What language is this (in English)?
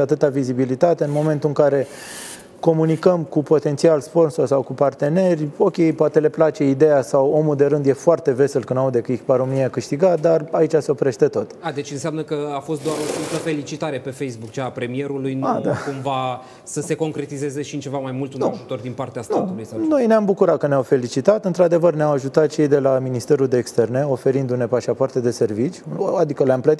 Romanian